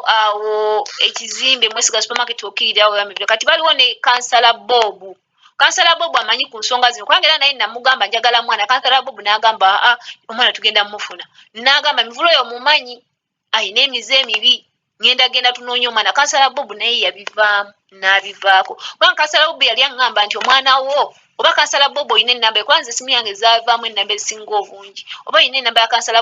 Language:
Ganda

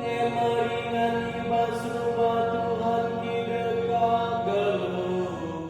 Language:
Batak Karo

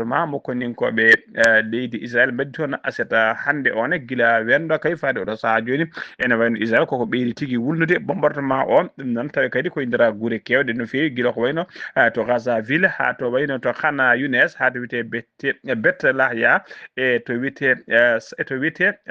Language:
Fula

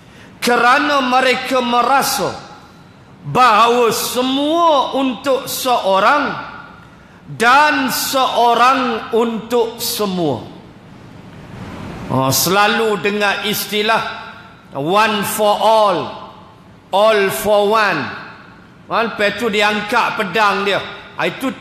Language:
Malay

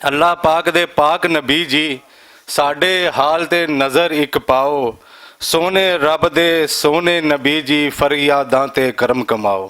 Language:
Western Panjabi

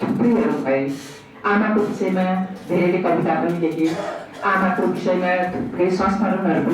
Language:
Nepali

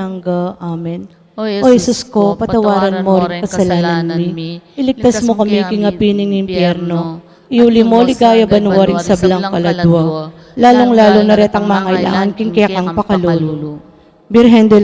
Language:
Pampanga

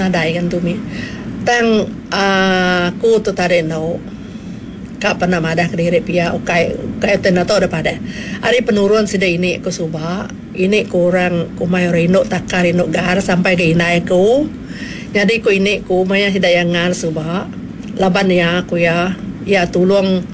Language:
Iban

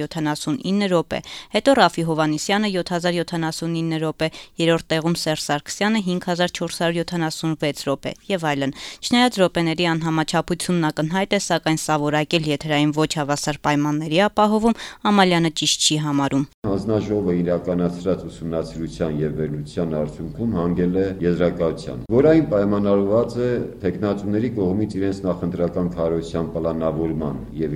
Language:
Armenian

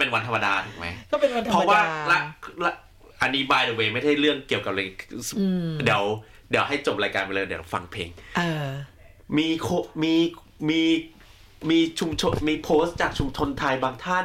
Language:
Thai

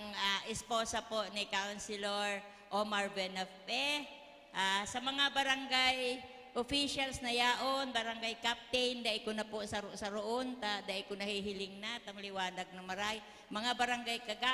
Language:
Bikol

